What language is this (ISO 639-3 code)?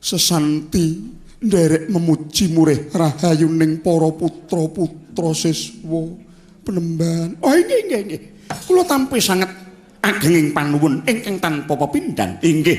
jav